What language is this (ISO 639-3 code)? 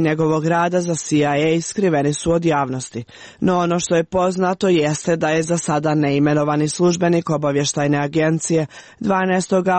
srp